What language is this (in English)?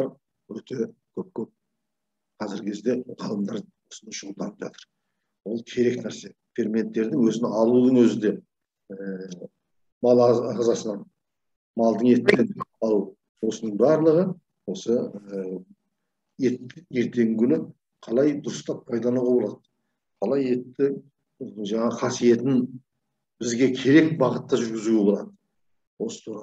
Kazakh